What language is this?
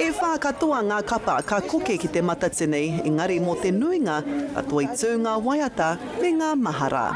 Māori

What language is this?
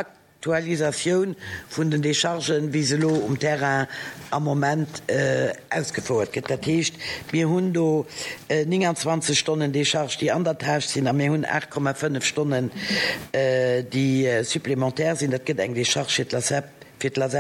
Luxembourgish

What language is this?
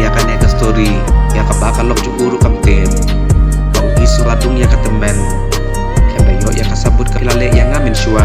Khasi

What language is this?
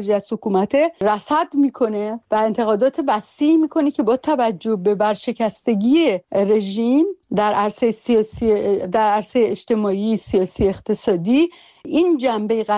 Persian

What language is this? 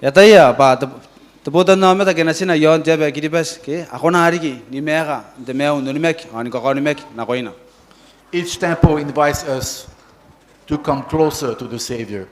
Gilbertese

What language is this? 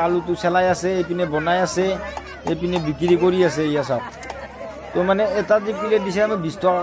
Assamese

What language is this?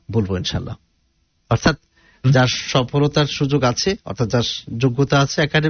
Bangla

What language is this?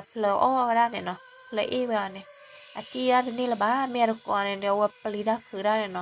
S'gaw Karen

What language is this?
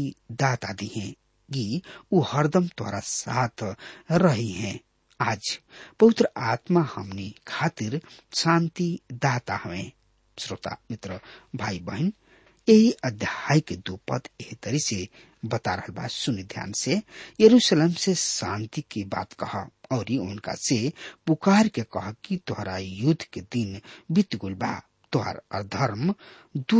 Bhojpuri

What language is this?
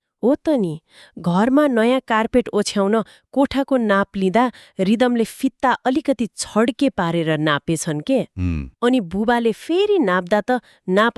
Nepali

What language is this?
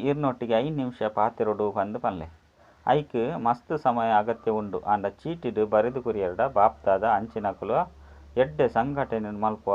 Tulu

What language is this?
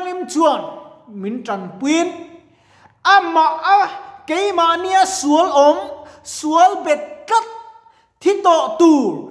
Mizo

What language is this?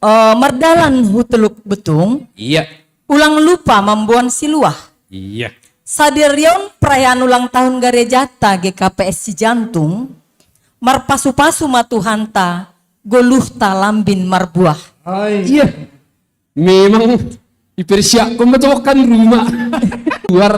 Batak Simalungun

